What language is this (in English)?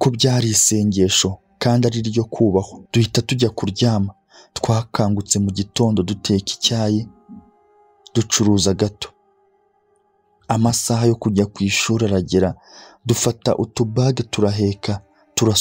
Kinyarwanda